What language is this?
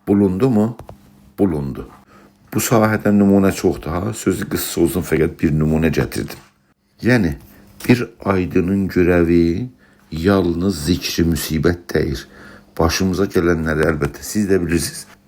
South Azerbaijani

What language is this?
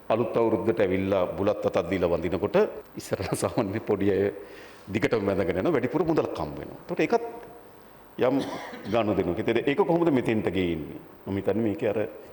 Sinhala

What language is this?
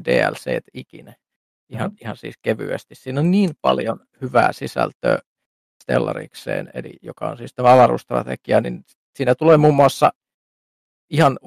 Finnish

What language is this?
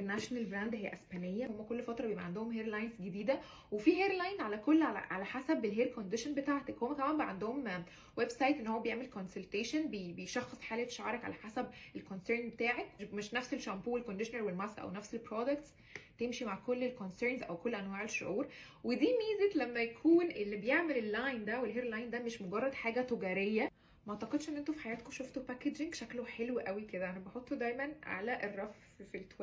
Egyptian Arabic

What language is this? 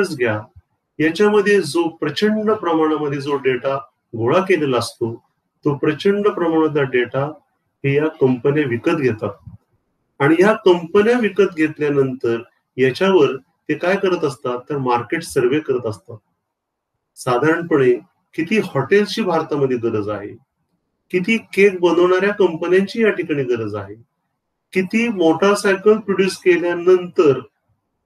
Marathi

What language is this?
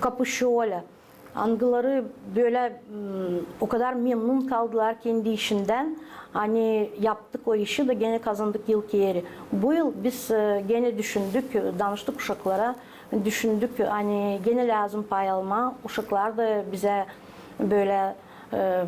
Gagauz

